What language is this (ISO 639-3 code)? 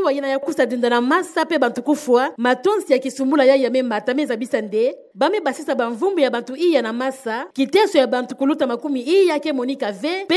ktu